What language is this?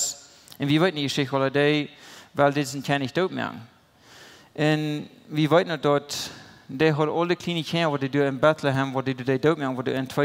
Plautdietsch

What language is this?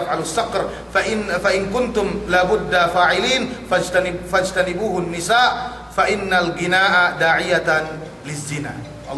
Yakan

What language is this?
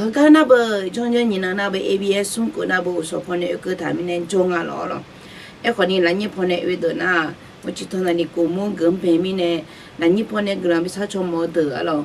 Akha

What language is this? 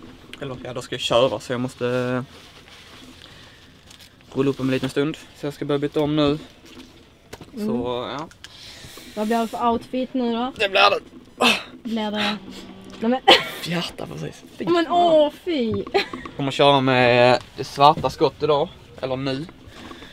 Swedish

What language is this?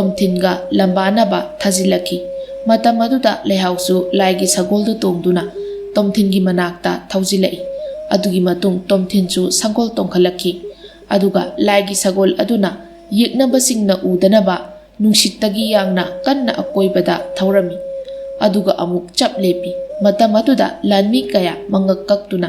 Manipuri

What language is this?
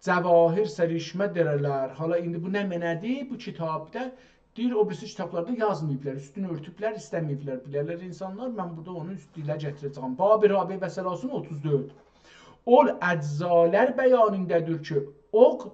South Azerbaijani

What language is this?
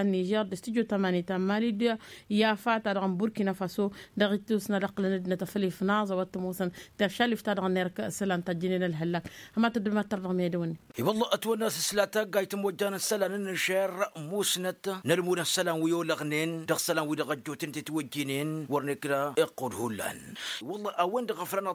Tamasheq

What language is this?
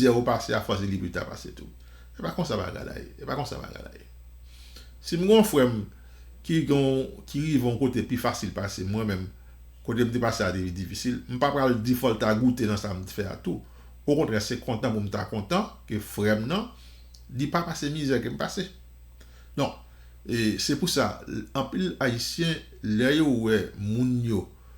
Haitian Creole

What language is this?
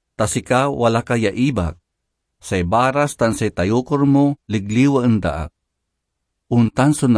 Pangasinan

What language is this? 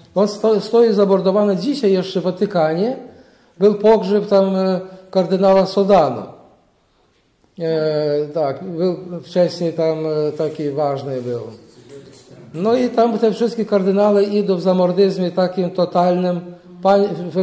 Polish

